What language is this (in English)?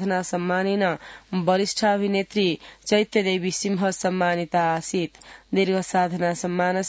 Sanskrit